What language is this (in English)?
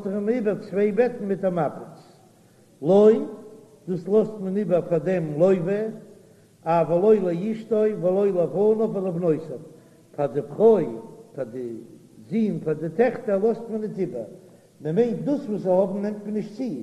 Yiddish